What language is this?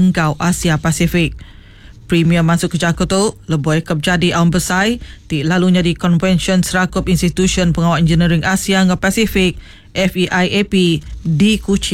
Iban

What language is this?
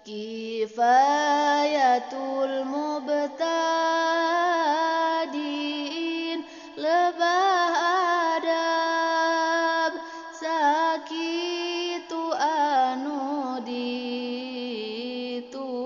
Sundanese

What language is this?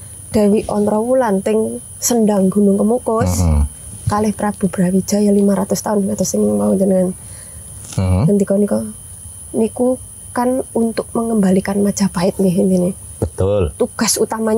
Javanese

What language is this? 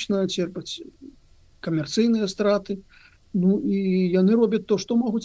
Belarusian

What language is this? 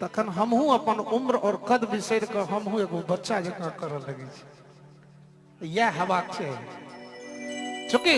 Maithili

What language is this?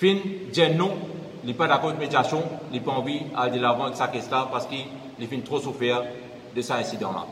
Morisyen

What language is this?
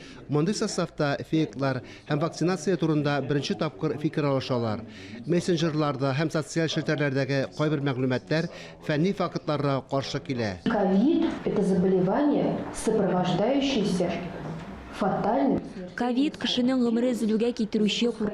Tatar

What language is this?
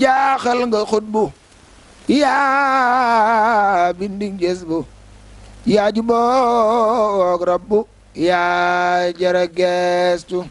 Wolof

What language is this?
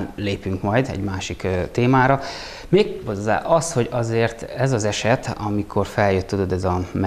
Hungarian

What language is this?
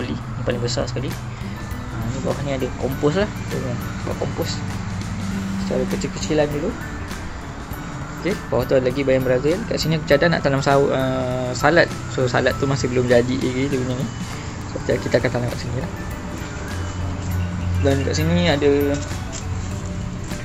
Malay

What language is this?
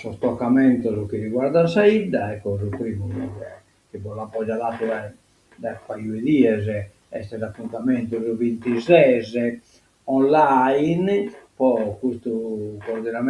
Sardinian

